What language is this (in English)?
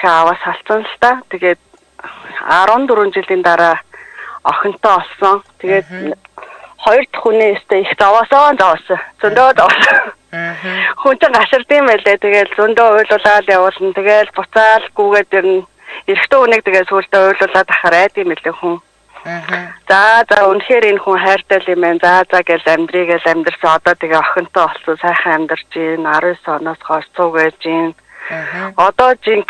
Mongolian